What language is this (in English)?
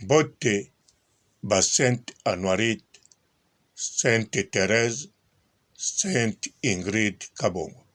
Lingala